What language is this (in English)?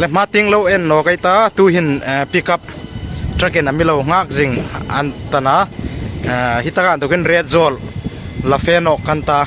Hmar